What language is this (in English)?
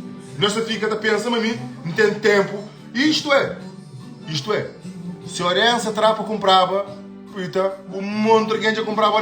Kabuverdianu